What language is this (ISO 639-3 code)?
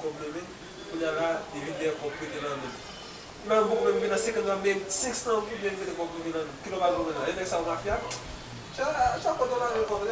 hat